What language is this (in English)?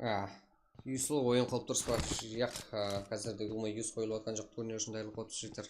Kara-Kalpak